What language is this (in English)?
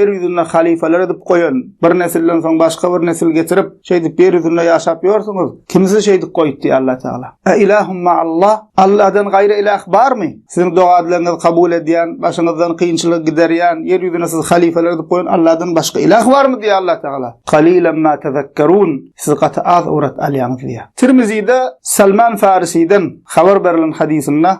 Turkmen